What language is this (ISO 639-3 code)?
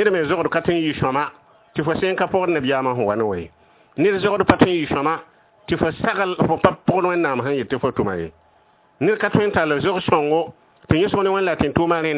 mos